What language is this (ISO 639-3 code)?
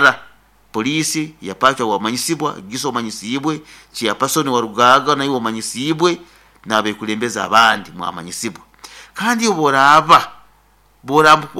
nyn